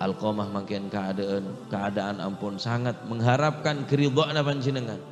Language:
Madurese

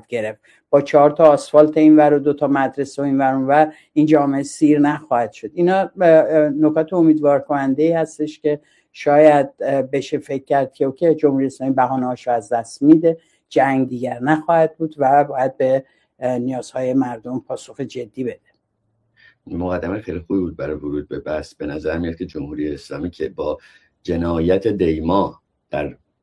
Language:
Persian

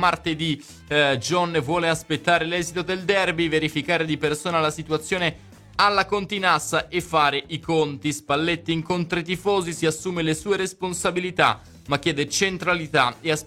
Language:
Italian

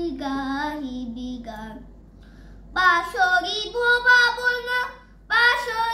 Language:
Bangla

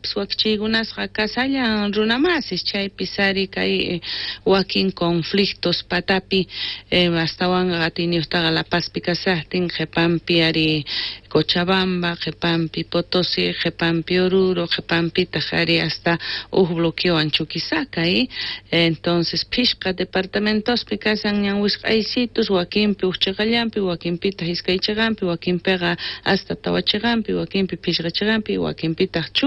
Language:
South Bolivian Quechua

